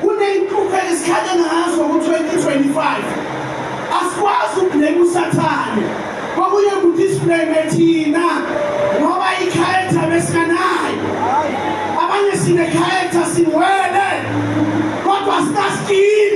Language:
Zulu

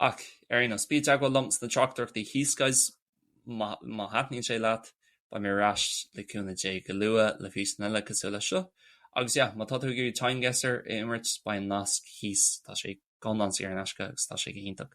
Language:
Irish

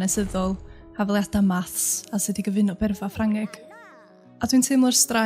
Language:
Welsh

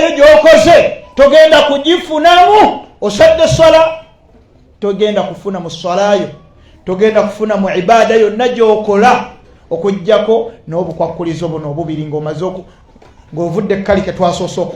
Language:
Ganda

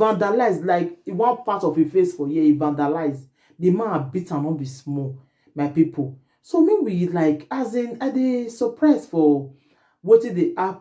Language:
Nigerian Pidgin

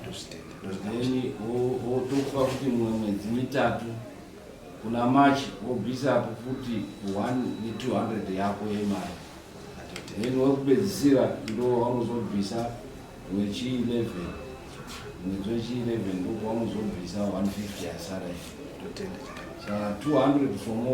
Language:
Shona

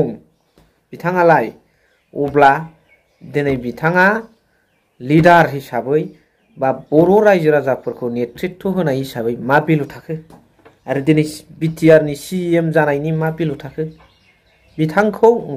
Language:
Bodo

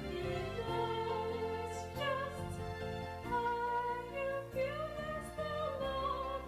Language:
Ewe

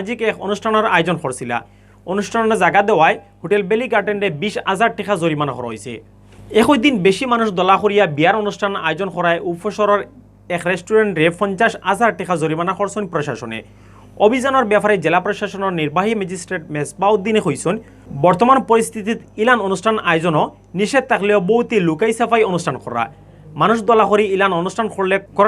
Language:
Sylheti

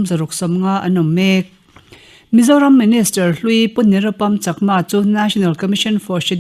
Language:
Mizo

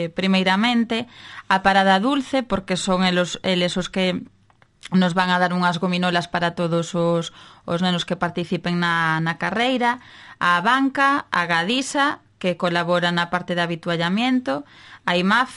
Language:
Galician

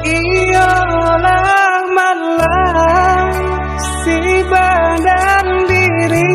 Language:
Minangkabau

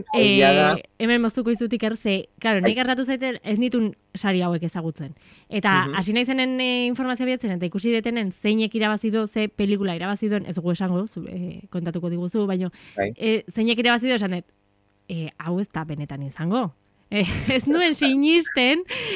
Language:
Basque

